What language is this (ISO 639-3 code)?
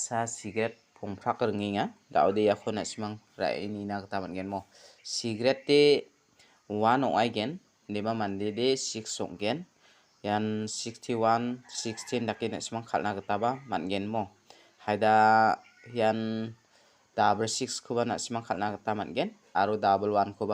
grt